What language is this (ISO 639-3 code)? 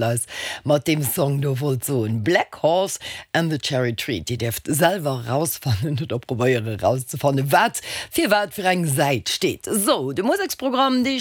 ltz